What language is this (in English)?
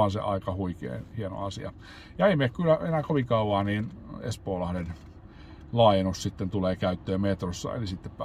Finnish